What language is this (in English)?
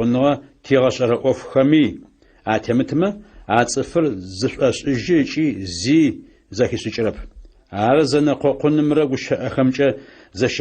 Adyghe